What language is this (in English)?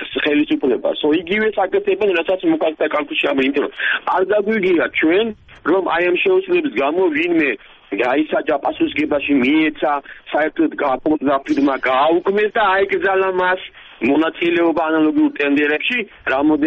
Georgian